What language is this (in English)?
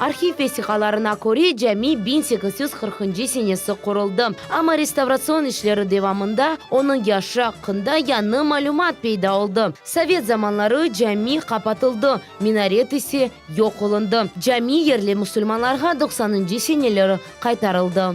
Crimean Tatar